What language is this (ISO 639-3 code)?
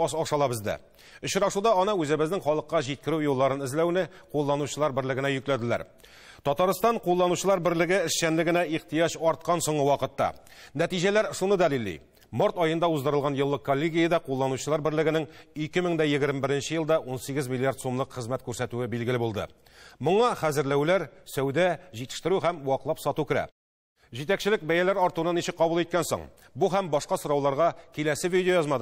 tat